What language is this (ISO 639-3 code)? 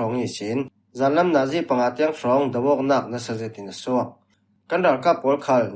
cfm